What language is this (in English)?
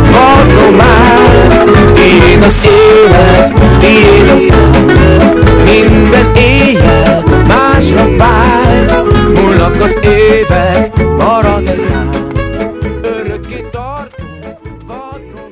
Hungarian